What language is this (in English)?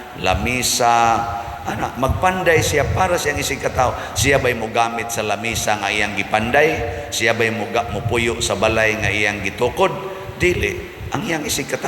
Cebuano